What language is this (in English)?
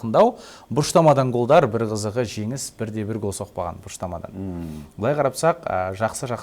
Kazakh